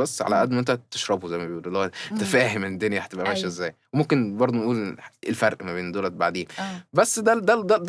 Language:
Egyptian Arabic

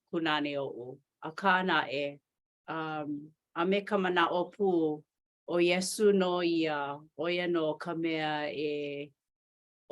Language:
Hawaiian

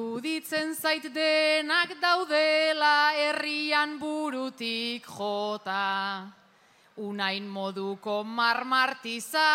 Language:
Basque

